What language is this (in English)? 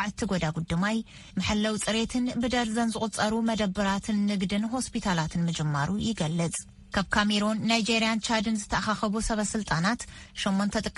Tigrinya